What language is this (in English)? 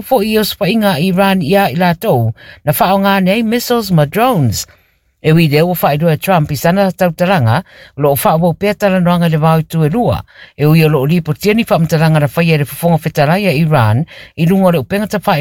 Samoan